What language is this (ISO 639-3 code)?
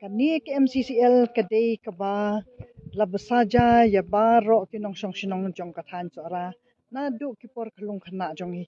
kha